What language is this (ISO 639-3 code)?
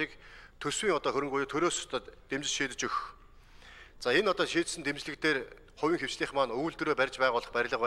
mon